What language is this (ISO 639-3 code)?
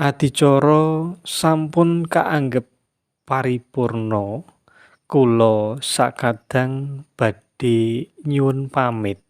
jav